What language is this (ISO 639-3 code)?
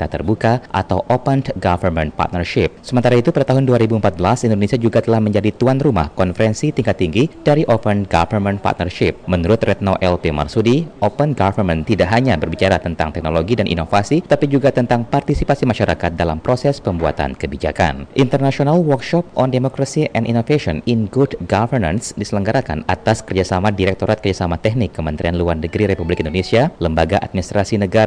ind